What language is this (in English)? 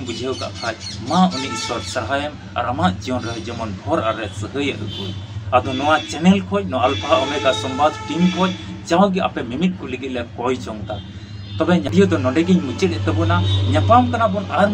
Santali